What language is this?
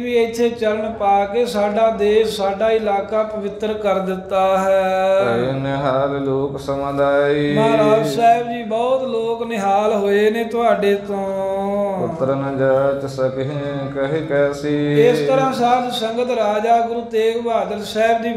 Punjabi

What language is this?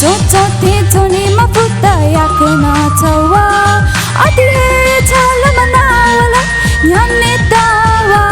Newari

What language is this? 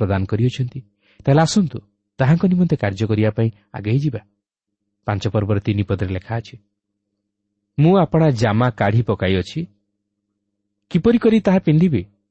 Odia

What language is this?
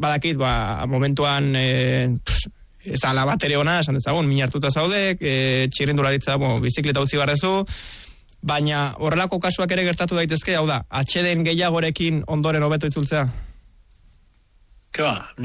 Basque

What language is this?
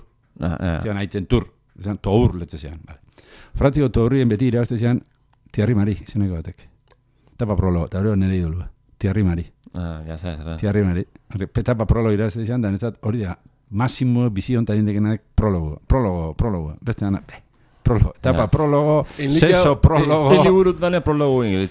Basque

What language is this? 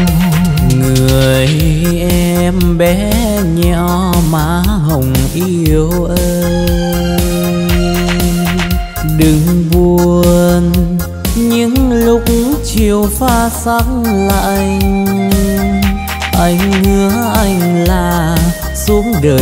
Vietnamese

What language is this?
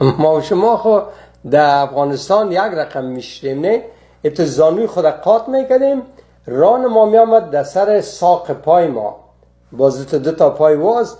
Persian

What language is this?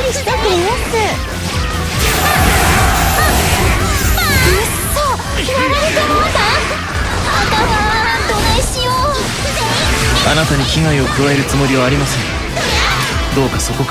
Japanese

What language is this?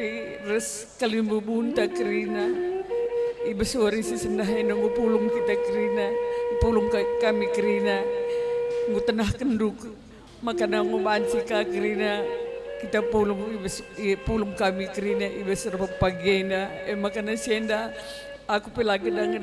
Batak Karo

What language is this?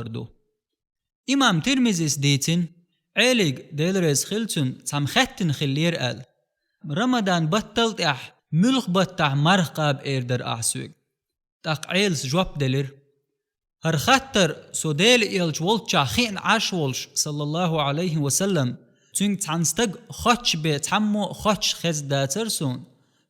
Chechen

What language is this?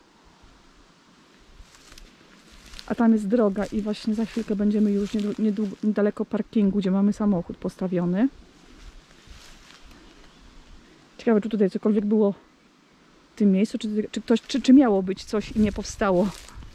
Polish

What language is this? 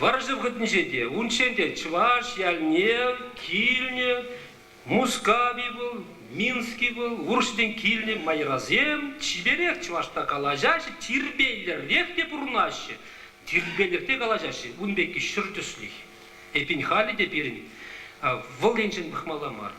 Chuvash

